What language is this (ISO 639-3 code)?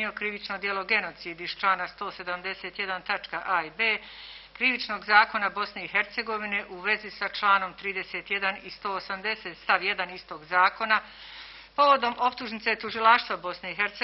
bos